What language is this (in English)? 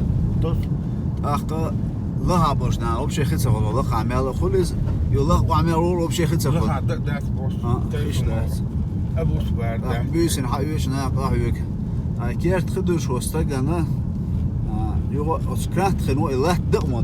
Chechen